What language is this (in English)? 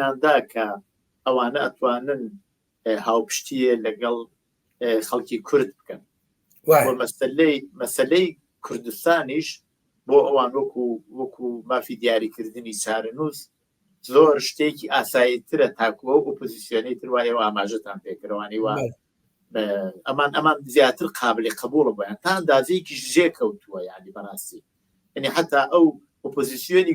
Central Kurdish